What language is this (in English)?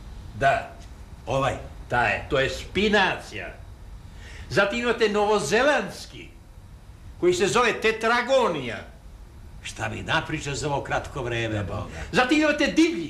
Serbian